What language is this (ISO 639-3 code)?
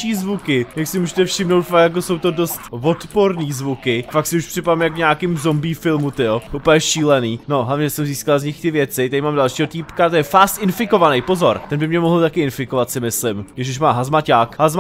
ces